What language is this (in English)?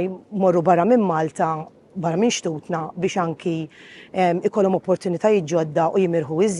Maltese